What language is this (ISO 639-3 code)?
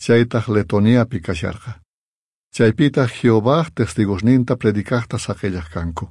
quh